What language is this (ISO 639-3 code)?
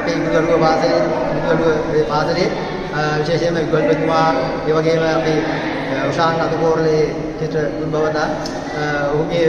sin